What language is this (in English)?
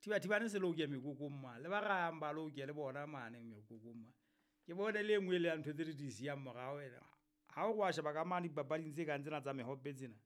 Southern Sotho